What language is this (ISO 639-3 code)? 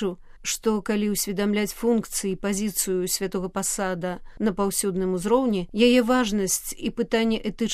bel